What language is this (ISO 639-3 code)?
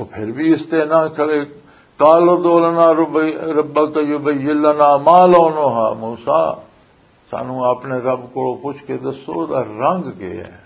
lah